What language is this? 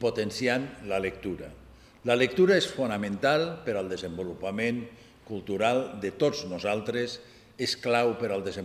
Catalan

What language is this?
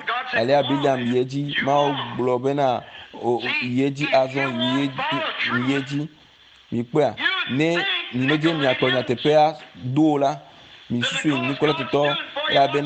Ewe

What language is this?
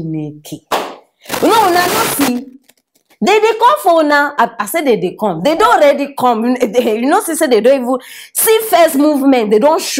Nigerian Pidgin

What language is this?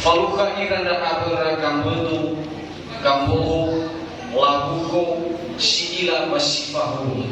Nias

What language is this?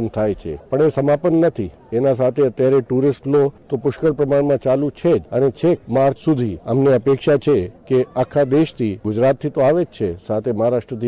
Gujarati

